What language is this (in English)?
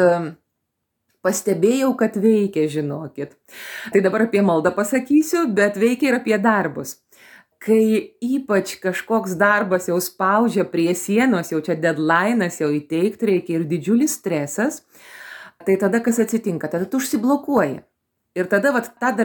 Lithuanian